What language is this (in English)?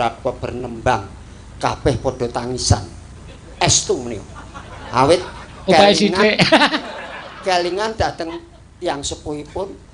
Javanese